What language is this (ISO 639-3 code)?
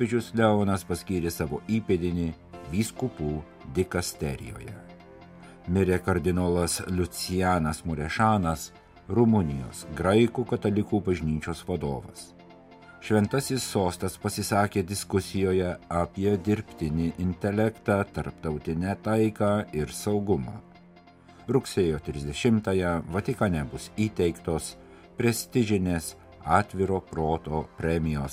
lit